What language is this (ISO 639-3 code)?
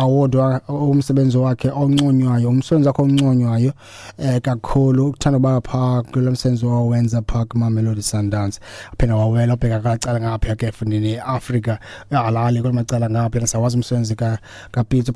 xho